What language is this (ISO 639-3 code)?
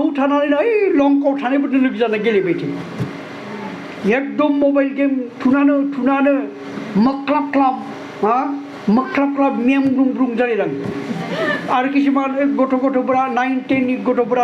brx